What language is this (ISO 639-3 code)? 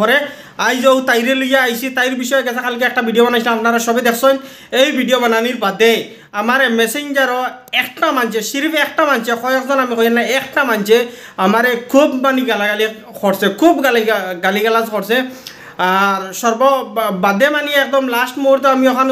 syl